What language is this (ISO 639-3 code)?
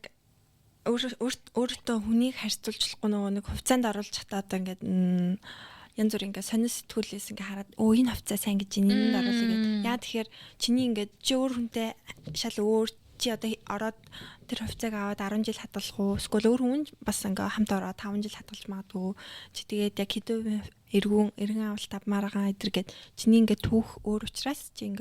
mon